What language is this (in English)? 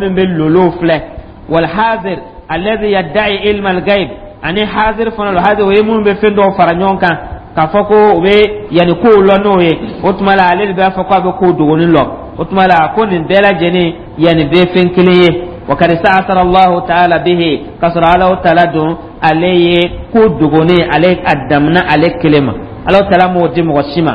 Dyula